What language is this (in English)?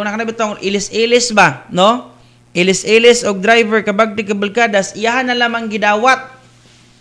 Cebuano